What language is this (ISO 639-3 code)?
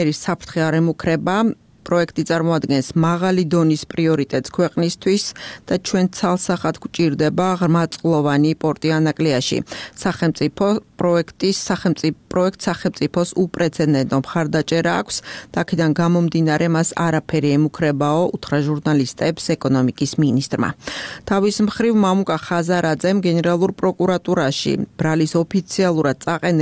kat